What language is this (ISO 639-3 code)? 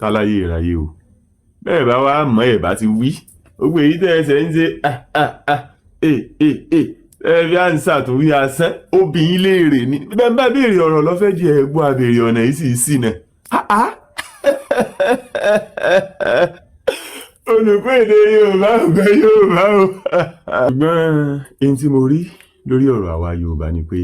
yor